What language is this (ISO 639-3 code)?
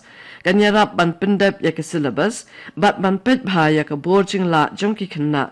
kha